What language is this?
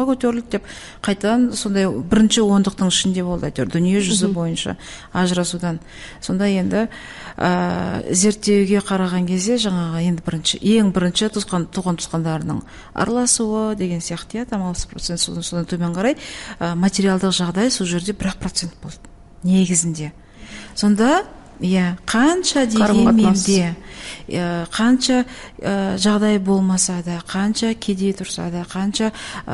Kazakh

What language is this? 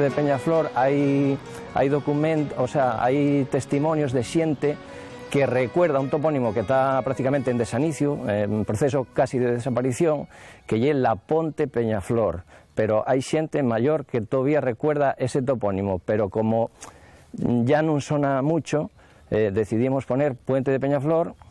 Asturian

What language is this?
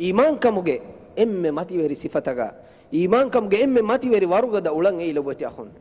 Divehi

